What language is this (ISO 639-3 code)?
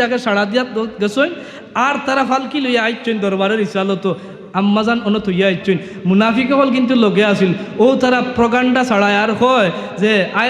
syl